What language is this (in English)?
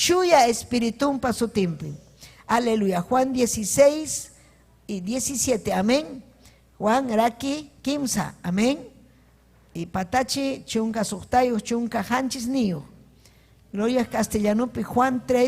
Ayacucho Quechua